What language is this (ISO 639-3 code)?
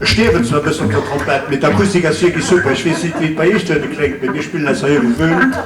ltz